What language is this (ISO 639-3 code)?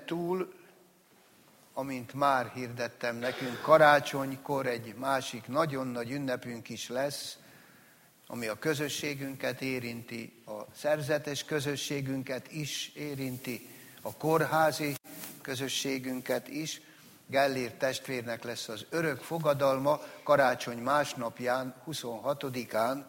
hun